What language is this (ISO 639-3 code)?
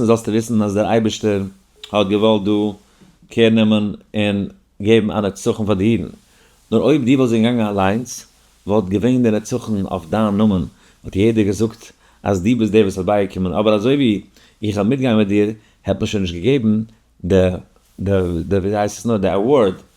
yid